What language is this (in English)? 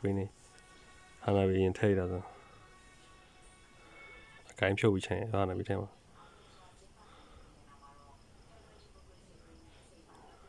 Burmese